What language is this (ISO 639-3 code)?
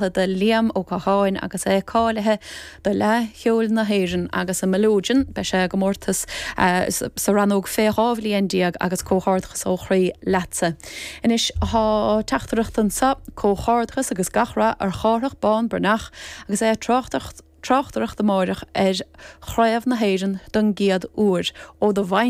gle